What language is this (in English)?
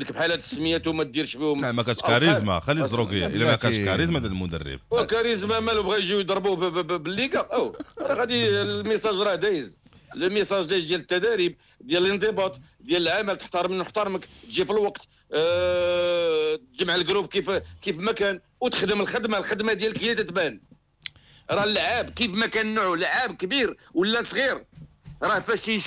Moroccan Arabic